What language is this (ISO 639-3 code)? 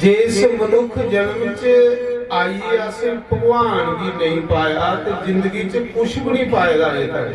doi